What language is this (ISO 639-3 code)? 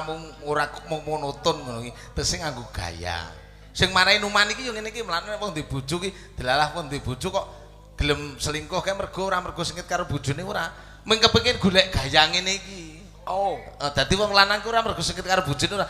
jav